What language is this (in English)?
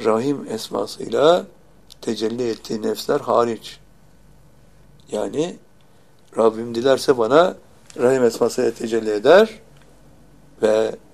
Turkish